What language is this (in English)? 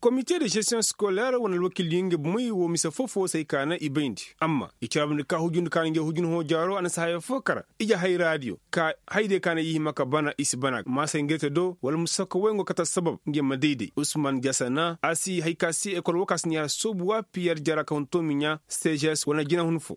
Koyraboro Senni